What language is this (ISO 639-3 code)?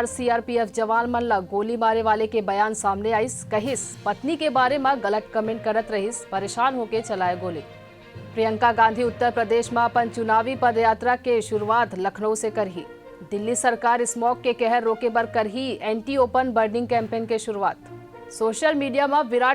hne